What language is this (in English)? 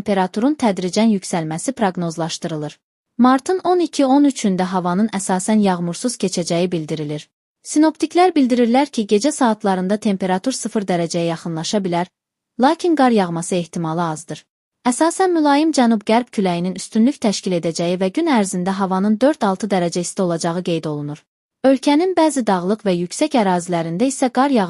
Azerbaijani